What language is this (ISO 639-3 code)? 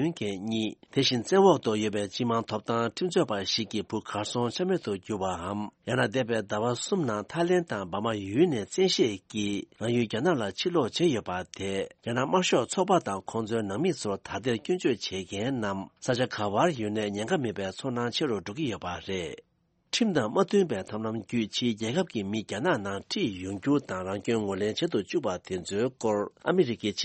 bod